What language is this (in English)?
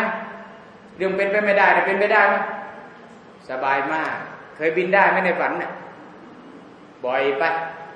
Thai